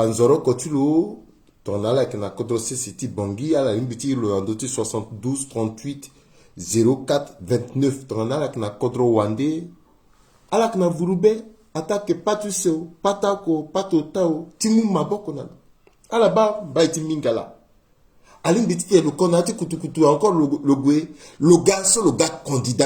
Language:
Sango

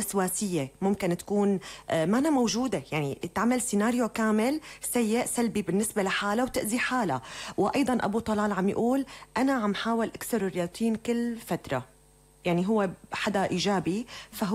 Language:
North Levantine Arabic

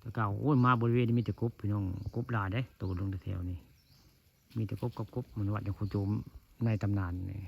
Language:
Northeastern Thai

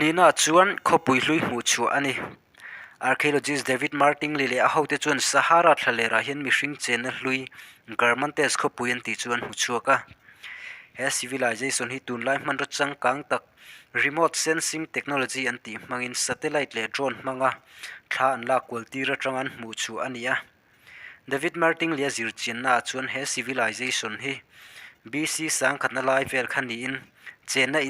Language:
Mizo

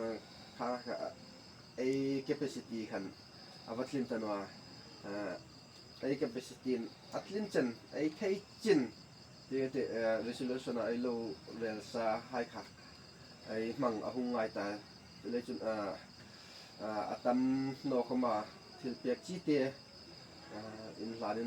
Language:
Hmar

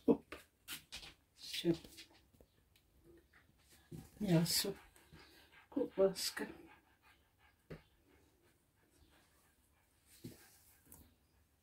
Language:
Ukrainian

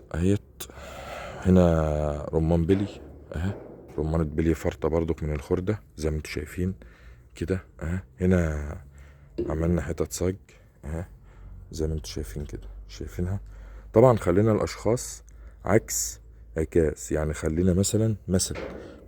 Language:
Egyptian Arabic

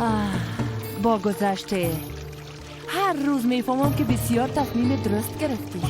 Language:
Persian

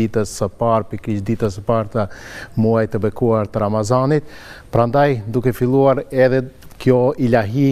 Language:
Albanian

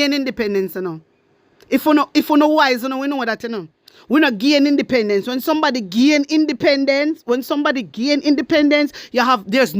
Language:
Jamaican Creole English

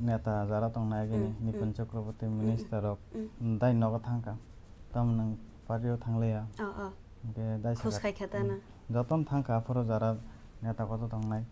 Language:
Kok Borok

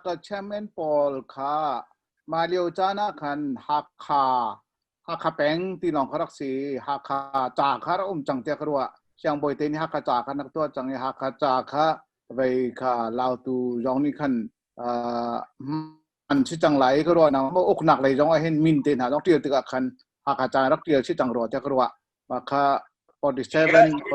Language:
Hakha Chin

